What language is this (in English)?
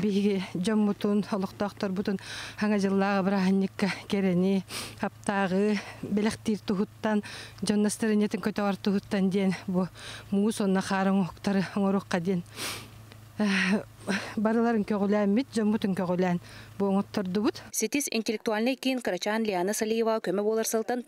Yakut